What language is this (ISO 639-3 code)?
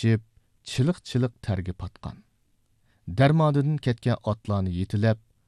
uig